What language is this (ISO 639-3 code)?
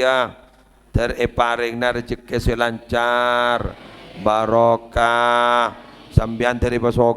mad